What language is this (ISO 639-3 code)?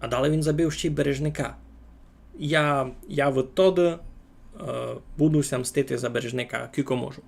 rue